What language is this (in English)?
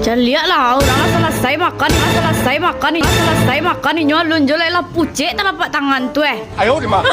Minangkabau